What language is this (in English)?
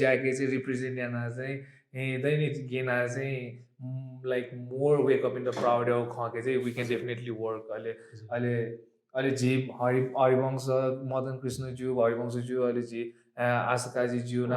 Newari